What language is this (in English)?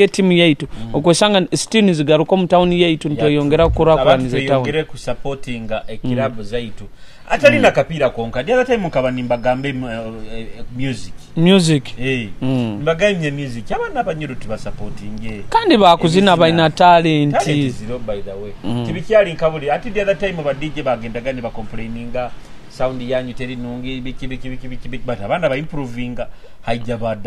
Nyoro